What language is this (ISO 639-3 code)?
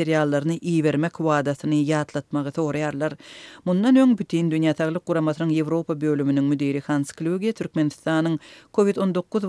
tuk